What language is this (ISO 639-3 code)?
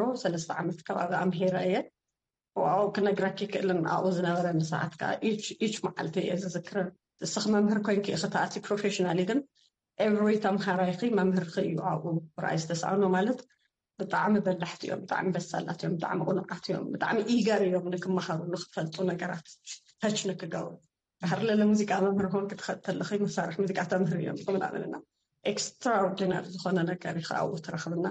tir